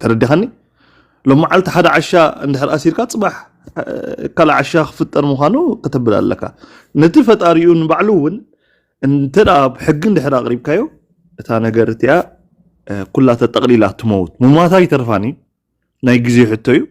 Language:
Tigrinya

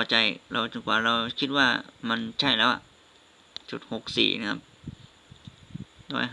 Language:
Thai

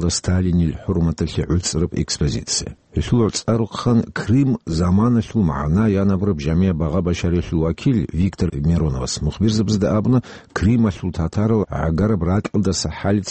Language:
Avaric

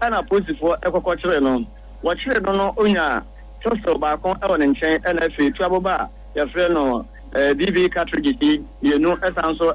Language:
Akan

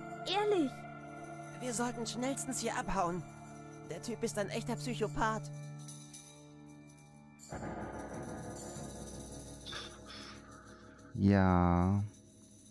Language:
German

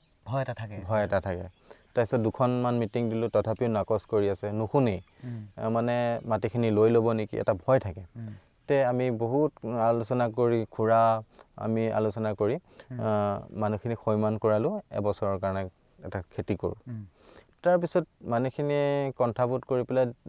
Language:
Assamese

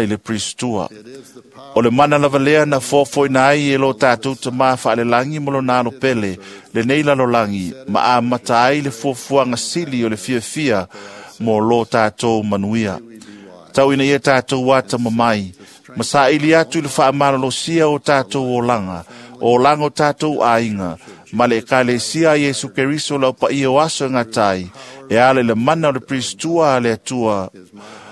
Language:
Samoan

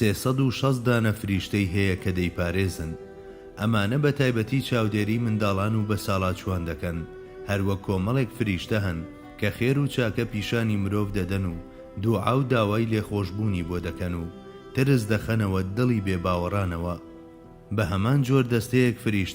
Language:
Central Kurdish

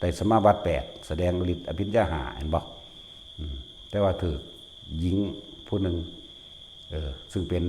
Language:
Lao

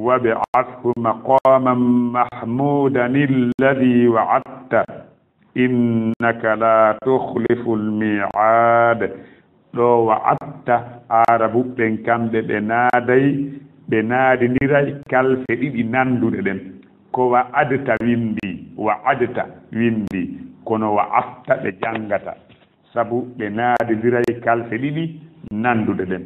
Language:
Fula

